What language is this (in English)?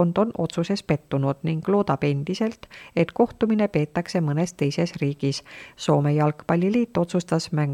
Estonian